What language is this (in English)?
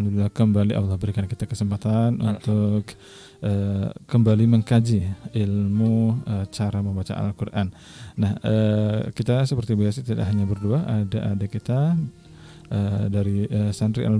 Indonesian